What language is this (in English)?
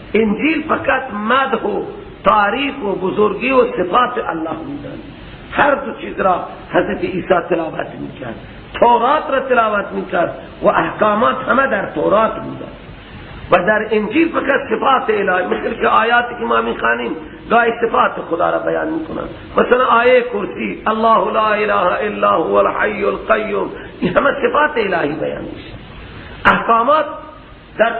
Persian